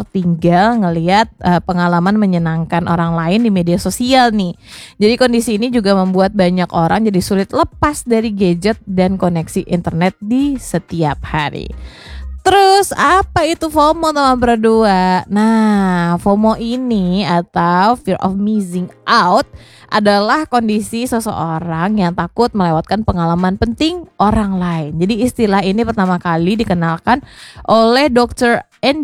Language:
Indonesian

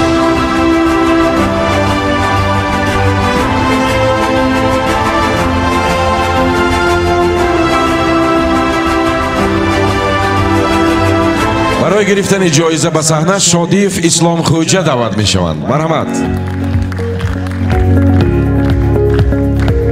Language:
Persian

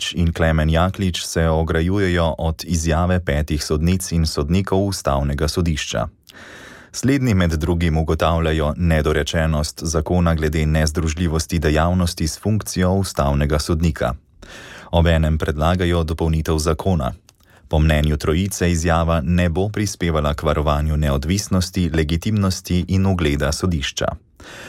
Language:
Slovenian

